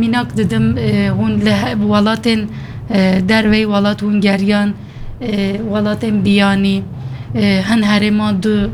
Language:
Kurdish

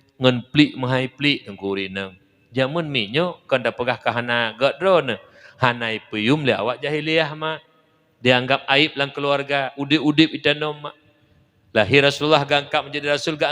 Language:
Achinese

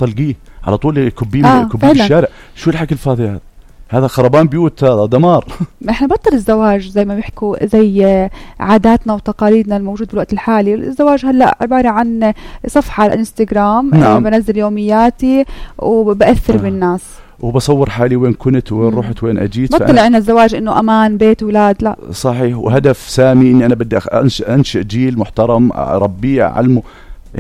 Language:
North Levantine Arabic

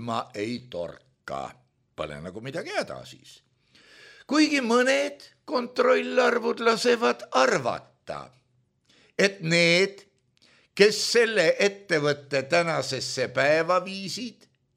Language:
Estonian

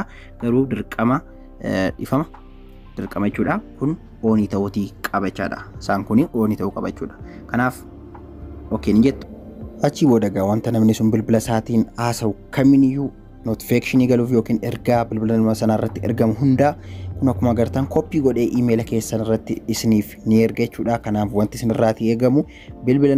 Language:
Oromo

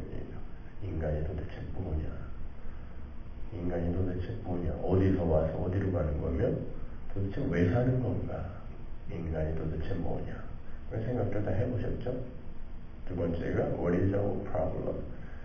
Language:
Korean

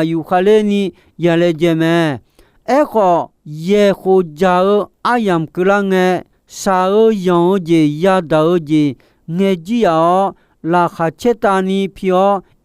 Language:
Akha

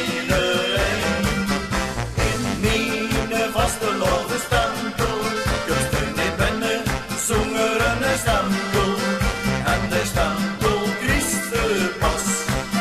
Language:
Limburgish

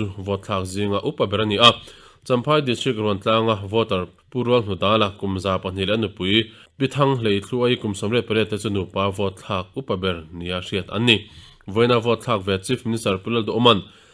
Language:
Mizo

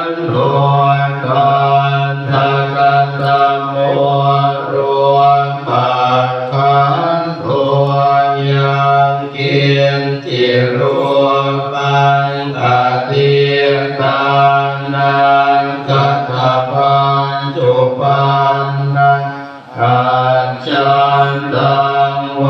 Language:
Pali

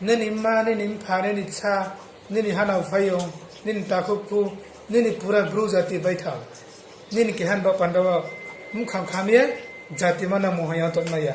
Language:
Riang (India)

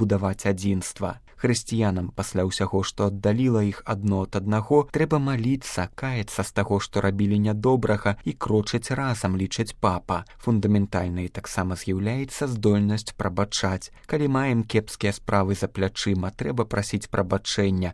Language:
Belarusian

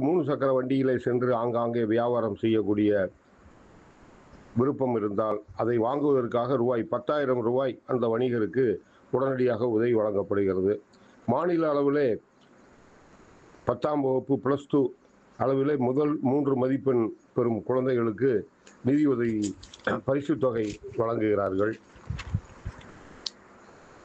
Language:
Tamil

